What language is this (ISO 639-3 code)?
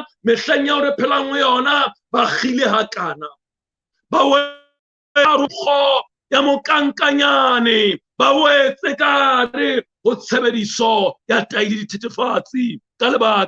sot